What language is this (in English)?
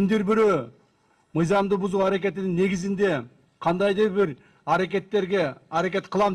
Kyrgyz